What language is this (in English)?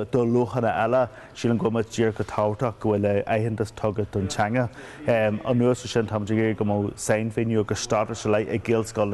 Irish